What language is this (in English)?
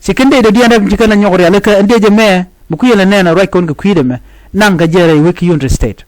Nuer